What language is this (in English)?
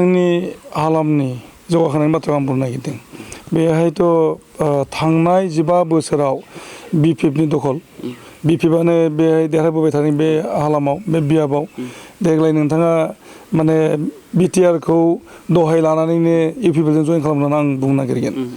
Bodo